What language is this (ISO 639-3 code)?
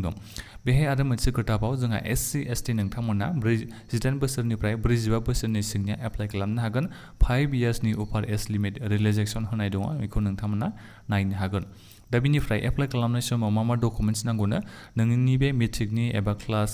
brx